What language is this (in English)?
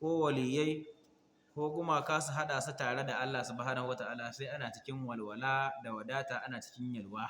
Hausa